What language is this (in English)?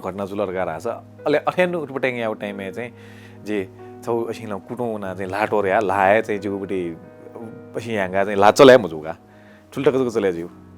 Newari